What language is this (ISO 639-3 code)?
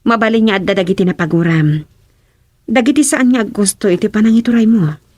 ilo